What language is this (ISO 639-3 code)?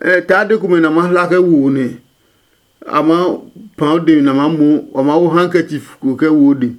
ada